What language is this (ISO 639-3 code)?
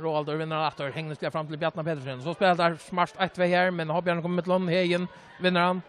fao